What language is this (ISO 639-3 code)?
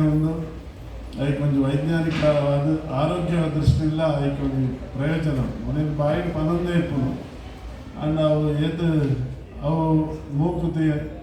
tcy